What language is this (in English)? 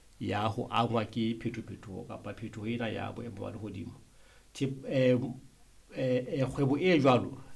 Southern Sotho